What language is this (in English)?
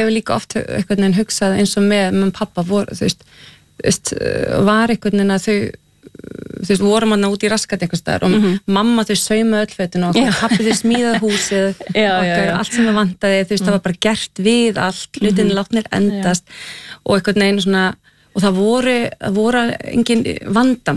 Icelandic